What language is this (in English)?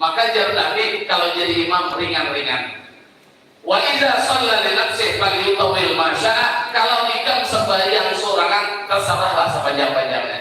Banjar